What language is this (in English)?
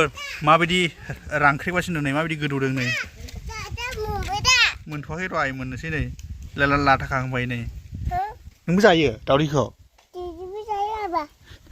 Bodo